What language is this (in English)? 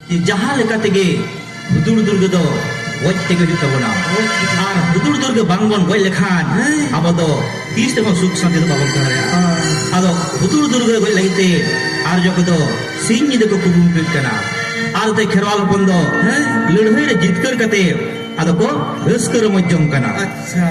Santali